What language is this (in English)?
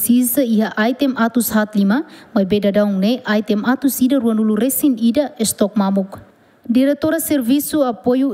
Tetum